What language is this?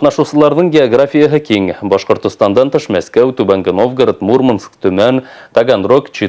Bashkir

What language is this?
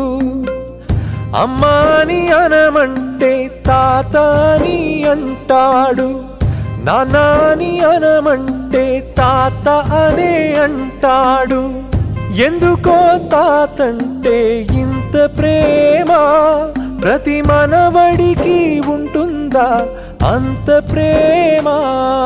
Telugu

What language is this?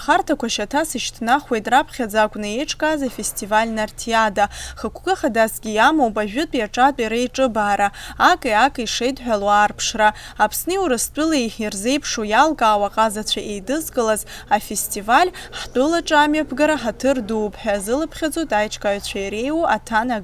Abkhazian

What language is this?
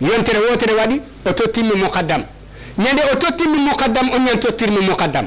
Fula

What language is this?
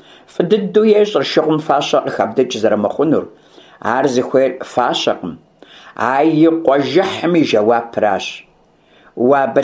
Kabardian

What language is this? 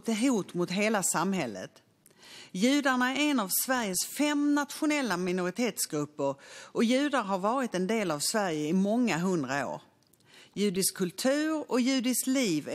Swedish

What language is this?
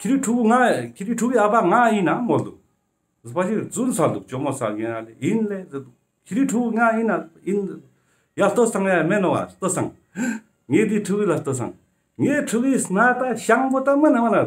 Ladakhi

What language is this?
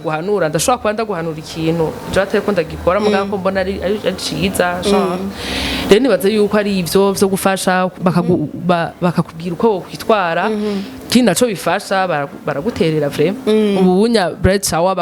Rundi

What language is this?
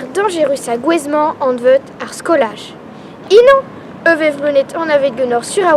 Breton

